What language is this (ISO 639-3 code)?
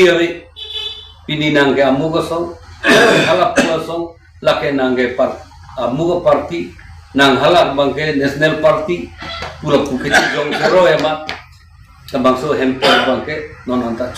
mjw